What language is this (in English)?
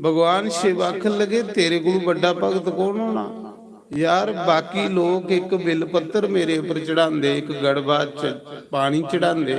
Dogri